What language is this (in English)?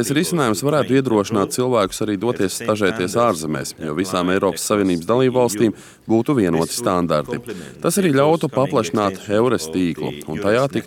Latvian